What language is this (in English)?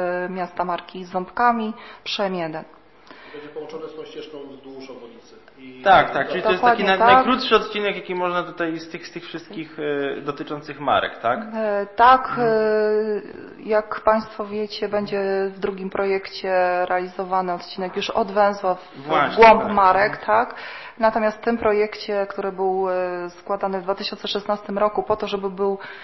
Polish